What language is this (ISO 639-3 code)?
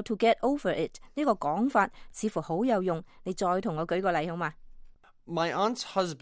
yue